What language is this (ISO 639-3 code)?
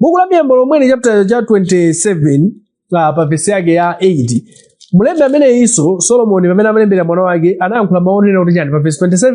nya